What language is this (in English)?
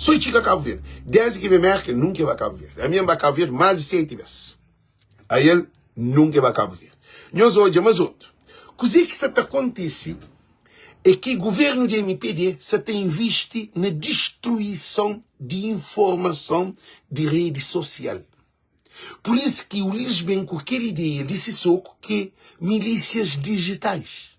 Kabuverdianu